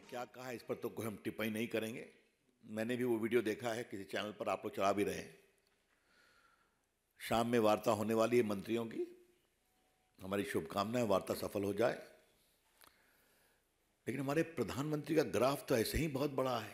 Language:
Hindi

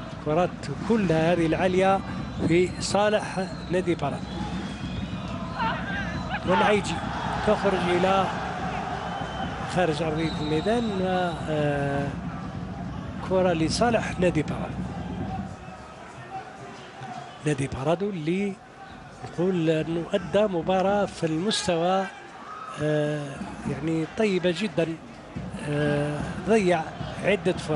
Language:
Algerian Arabic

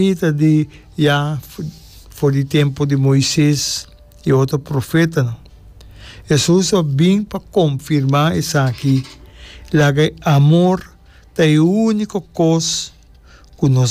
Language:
Papiamento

